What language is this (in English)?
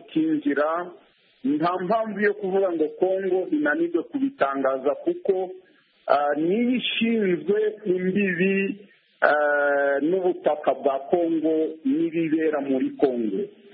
Kinyarwanda